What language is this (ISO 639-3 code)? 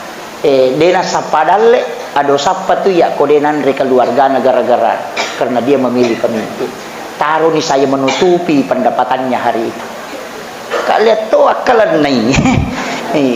bug